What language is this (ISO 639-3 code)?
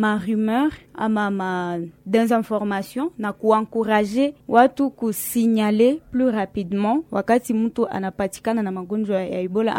swa